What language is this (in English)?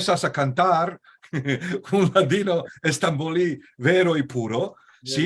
Ladino